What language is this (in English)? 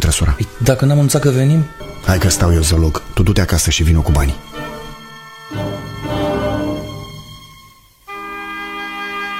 Romanian